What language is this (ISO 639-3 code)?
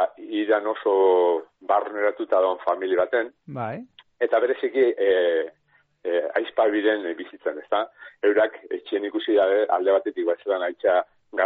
eus